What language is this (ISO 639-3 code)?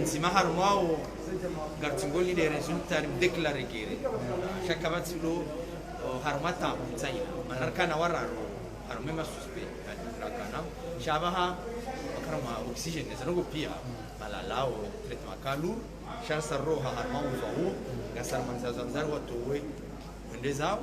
zdj